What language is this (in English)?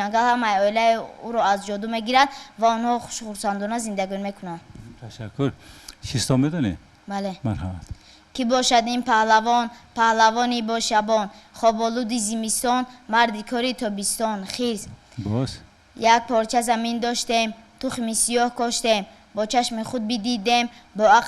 Tajik